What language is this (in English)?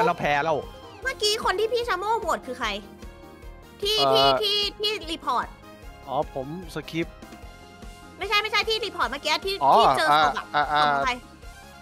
Thai